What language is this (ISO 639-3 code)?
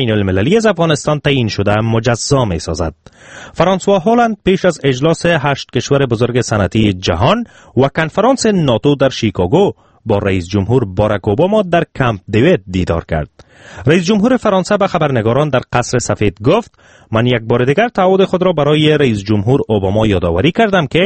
fas